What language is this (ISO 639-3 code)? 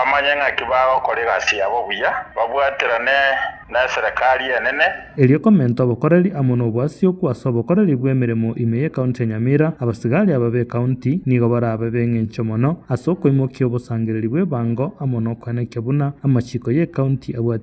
guz